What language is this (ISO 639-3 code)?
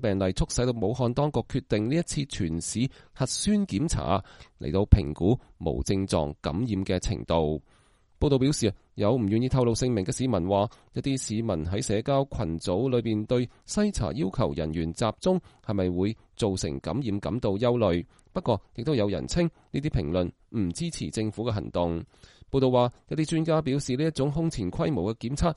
yue